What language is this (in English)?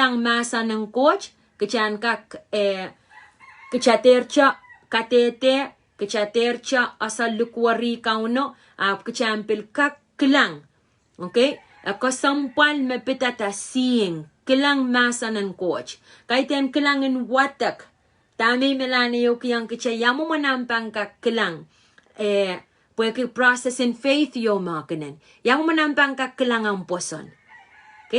Pohnpeian